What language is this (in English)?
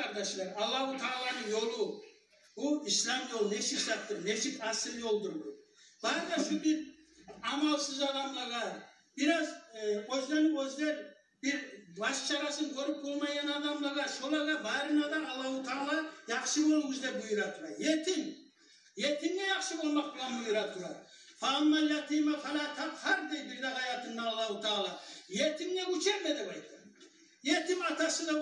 Kumyk